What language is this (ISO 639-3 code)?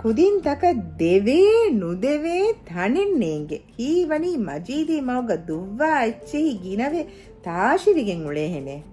div